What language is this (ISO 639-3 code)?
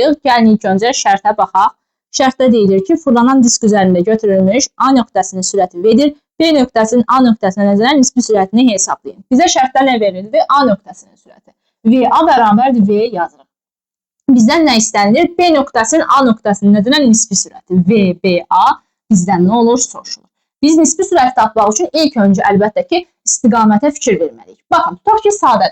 aze